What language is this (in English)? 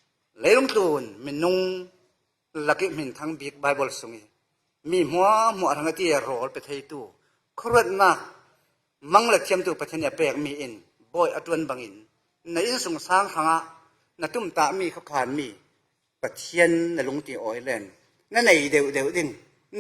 Falam Chin